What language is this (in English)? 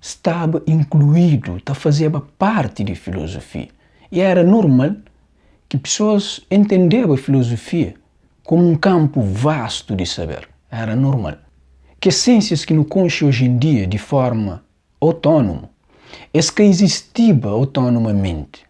Kabuverdianu